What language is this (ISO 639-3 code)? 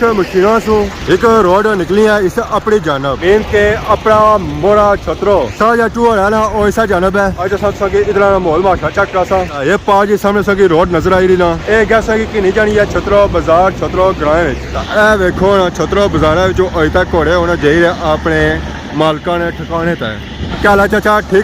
phr